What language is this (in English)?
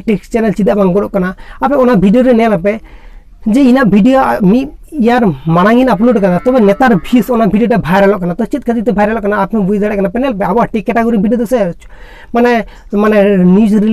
Santali